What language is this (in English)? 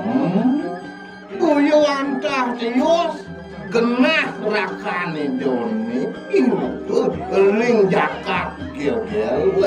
Balinese